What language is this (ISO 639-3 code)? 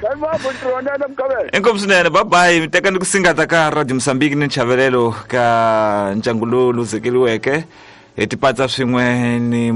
tso